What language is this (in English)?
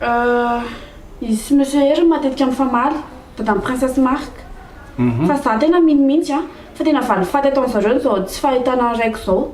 Malagasy